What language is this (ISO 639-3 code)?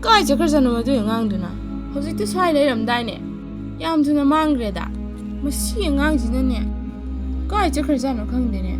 mni